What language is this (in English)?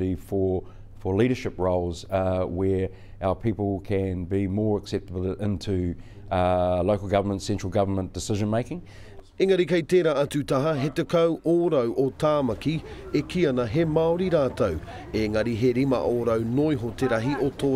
Māori